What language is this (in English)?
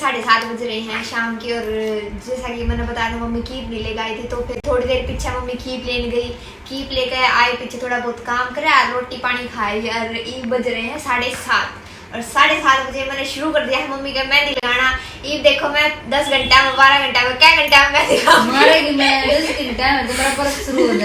Haryanvi